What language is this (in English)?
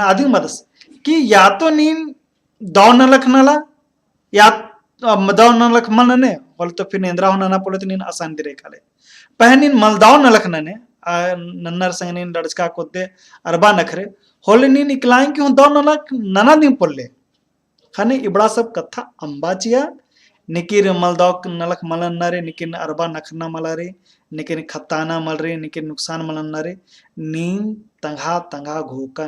Kurukh